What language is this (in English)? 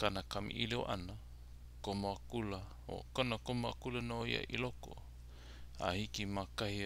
Hawaiian